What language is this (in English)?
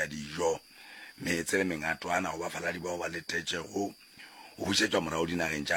Northern Sotho